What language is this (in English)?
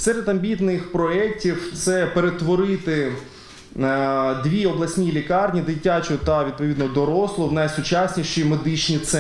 Ukrainian